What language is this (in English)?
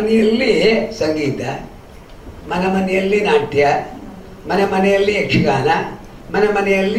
Kannada